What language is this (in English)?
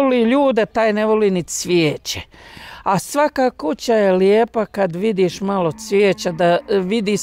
Bosnian